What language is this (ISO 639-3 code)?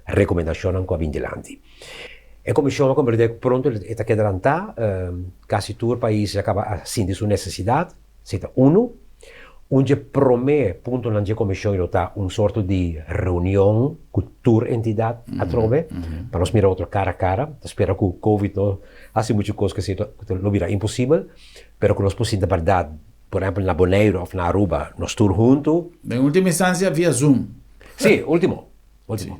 pap